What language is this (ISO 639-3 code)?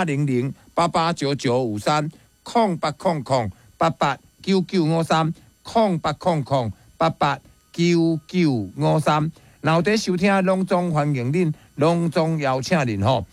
nan